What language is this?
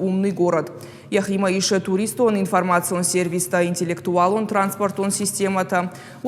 Ossetic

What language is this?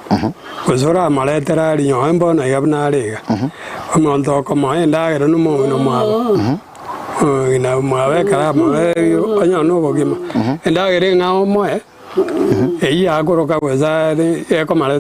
Gusii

